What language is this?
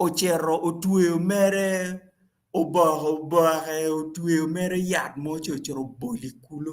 Acoli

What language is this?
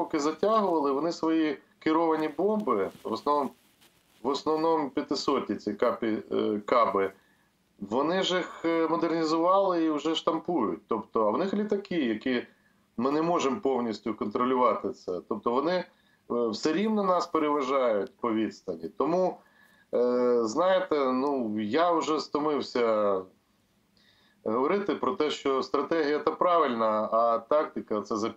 Ukrainian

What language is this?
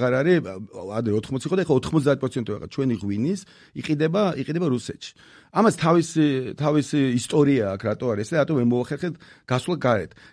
Georgian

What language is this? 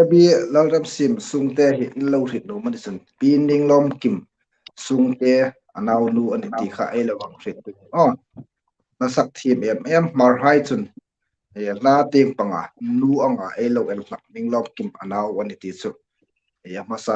Hmar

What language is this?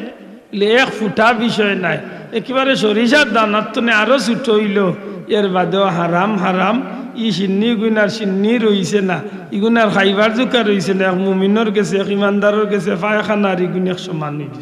Sylheti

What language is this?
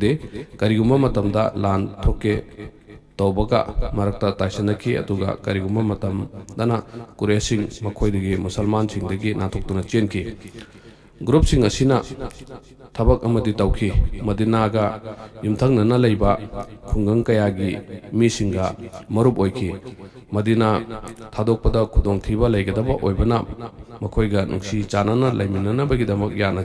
Manipuri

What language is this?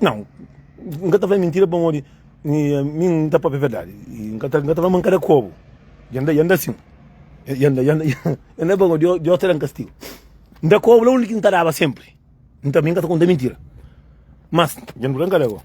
Kabuverdianu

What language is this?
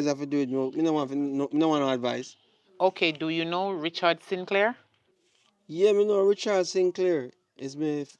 Jamaican Creole English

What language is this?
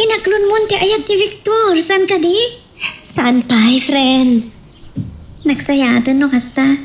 Iloko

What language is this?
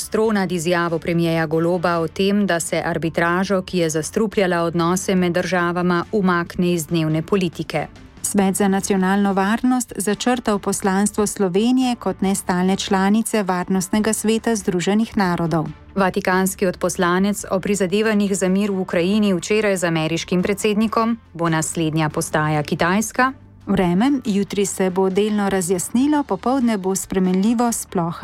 Slovenian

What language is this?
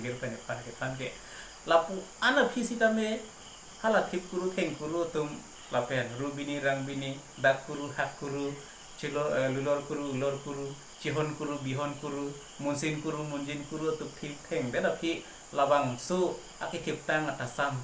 Karbi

